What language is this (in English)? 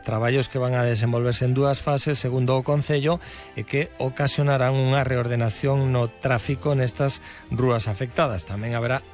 Galician